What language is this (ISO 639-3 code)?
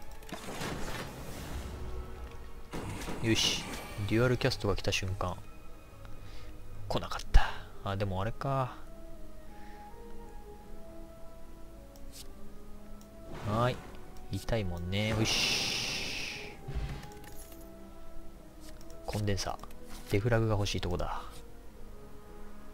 jpn